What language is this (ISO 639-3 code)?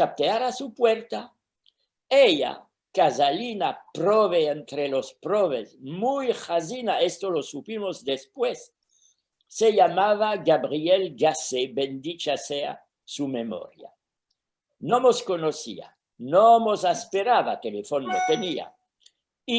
lad